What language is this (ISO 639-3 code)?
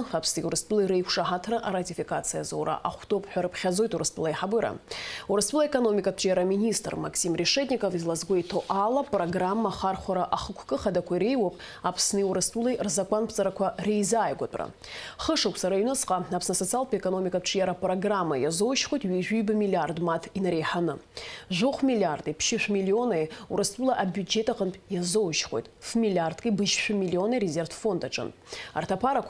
abk